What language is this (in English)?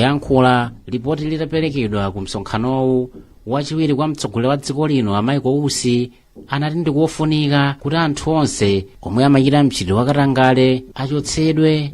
Nyanja